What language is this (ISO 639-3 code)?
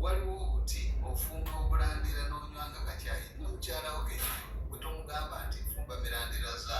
lug